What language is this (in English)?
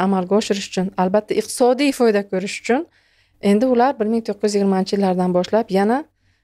Uzbek